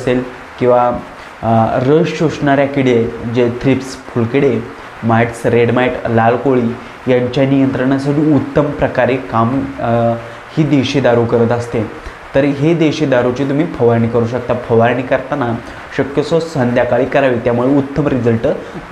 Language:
Marathi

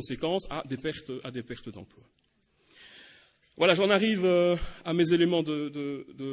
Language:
French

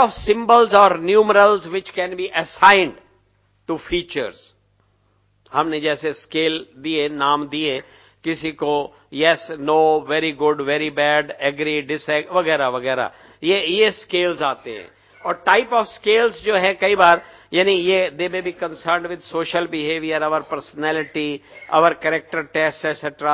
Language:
Hindi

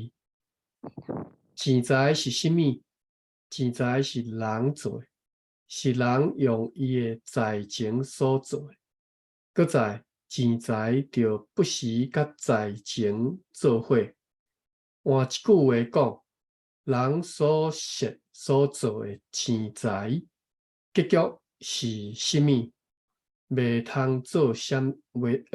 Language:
Min Nan Chinese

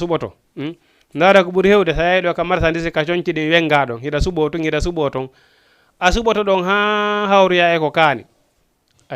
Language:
Fula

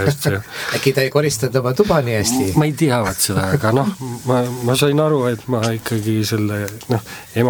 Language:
Estonian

